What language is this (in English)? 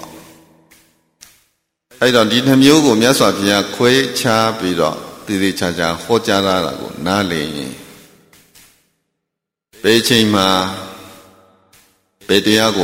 Burmese